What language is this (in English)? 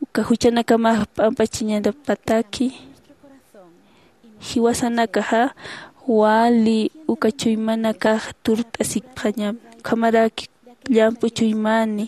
Aymara